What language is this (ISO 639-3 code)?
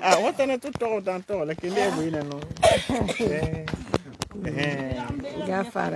gur